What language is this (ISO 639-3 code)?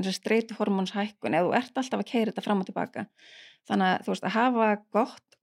isl